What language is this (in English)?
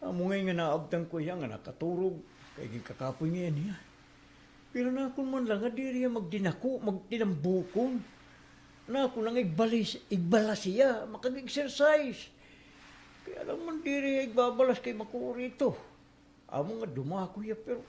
Waray